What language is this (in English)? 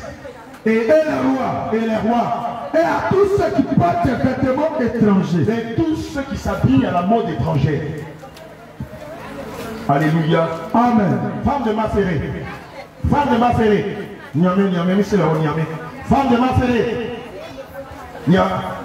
French